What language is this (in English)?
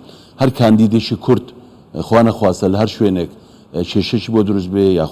Central Kurdish